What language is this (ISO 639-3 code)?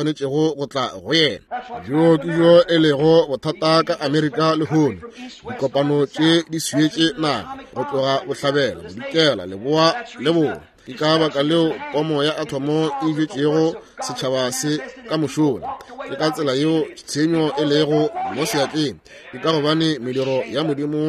nso